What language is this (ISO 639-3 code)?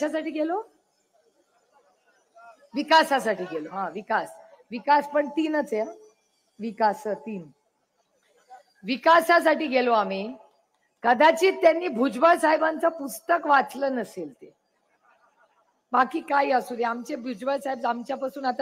mar